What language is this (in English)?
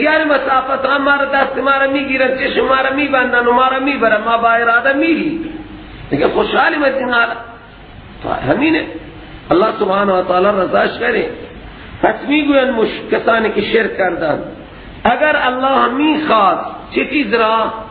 Persian